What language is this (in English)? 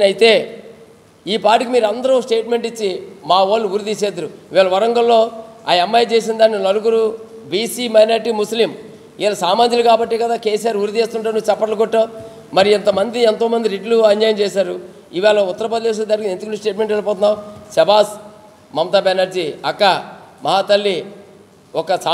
Telugu